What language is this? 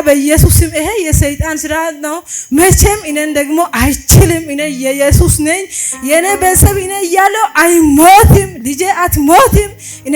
Amharic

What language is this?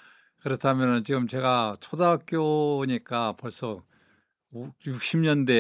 Korean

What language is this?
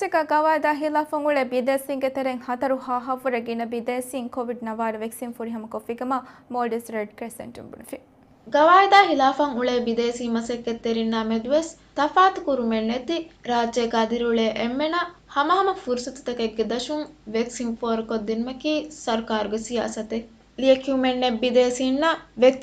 Divehi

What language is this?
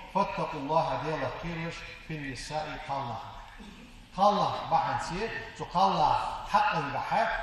Ingush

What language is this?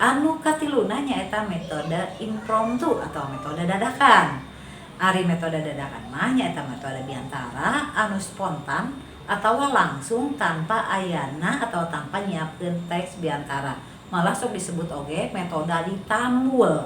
Sundanese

